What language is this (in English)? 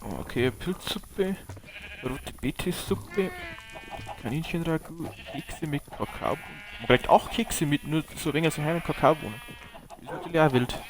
Bavarian